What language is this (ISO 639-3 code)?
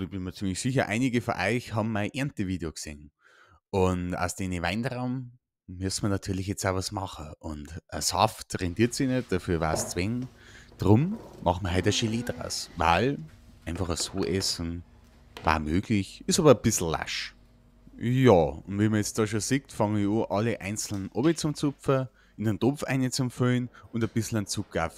bar